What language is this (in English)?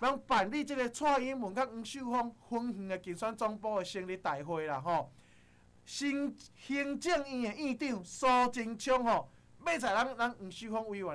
Min Nan Chinese